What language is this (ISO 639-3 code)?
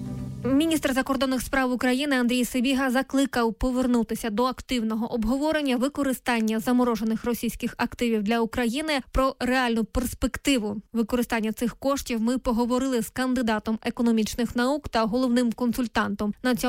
ukr